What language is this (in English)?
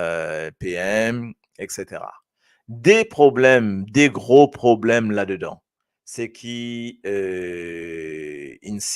Morisyen